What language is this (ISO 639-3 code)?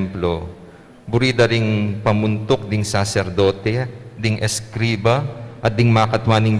pam